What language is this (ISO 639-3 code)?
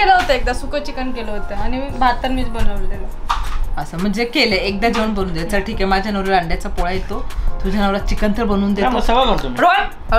mar